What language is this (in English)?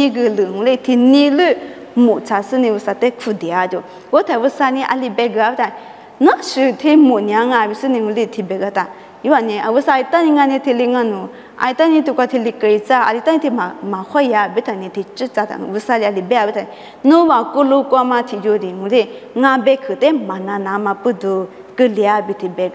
Lisu